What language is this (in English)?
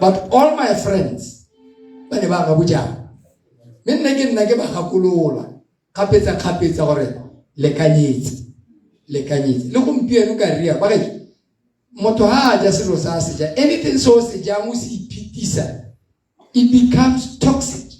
Tswana